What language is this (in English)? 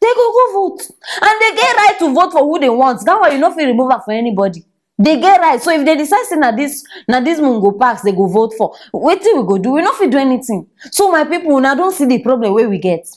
Nigerian Pidgin